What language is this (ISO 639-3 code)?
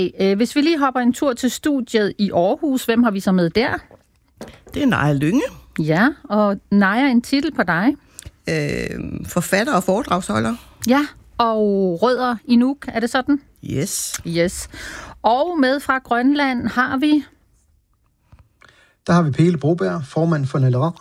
dan